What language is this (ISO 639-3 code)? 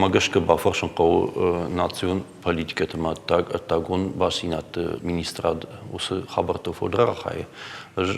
oss